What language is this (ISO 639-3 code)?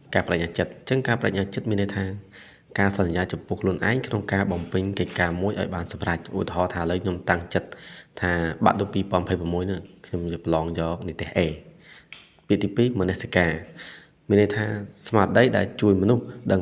khm